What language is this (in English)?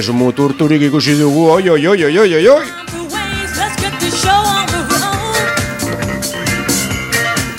Basque